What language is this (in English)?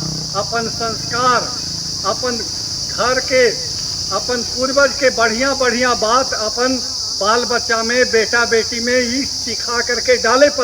Magahi